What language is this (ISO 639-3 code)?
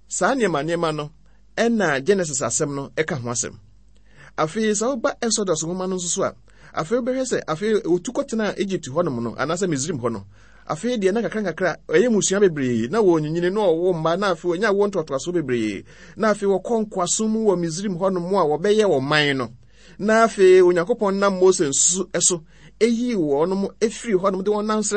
aka